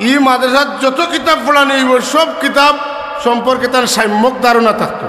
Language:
Sylheti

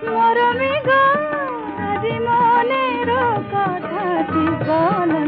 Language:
Bangla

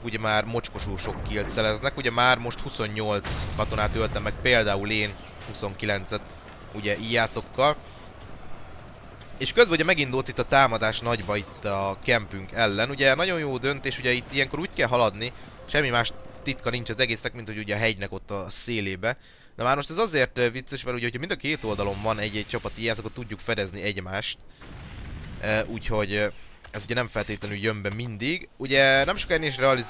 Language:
Hungarian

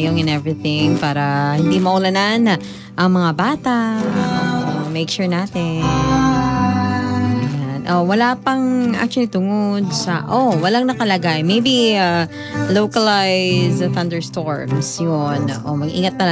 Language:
Filipino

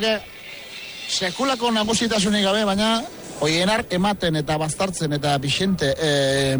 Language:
Basque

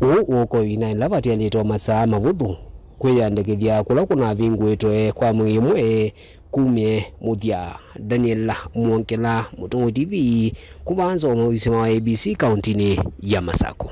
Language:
Kamba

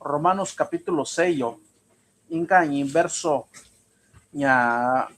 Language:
Mixtepec Mixtec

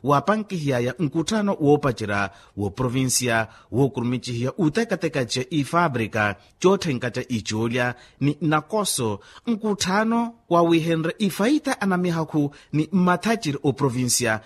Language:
Makhuwa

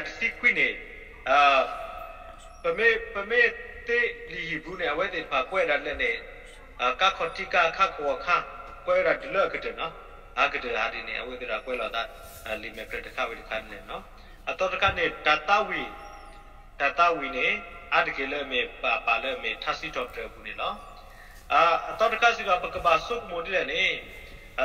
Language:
S'gaw Karen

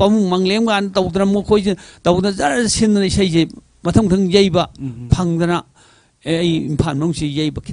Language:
Manipuri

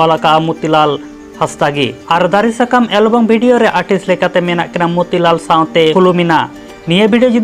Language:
Santali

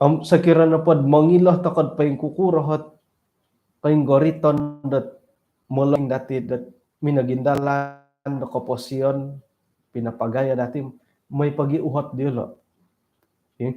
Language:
Central Dusun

